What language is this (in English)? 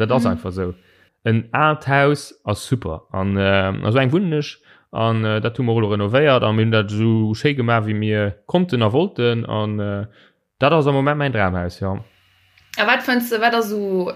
Luxembourgish